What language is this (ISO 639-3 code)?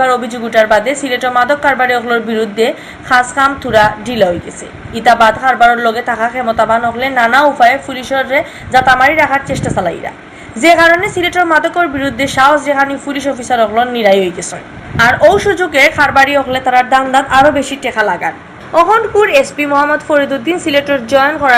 syl